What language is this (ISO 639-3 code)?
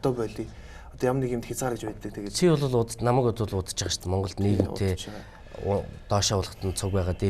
mon